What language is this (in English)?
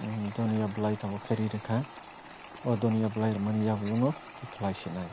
Kok Borok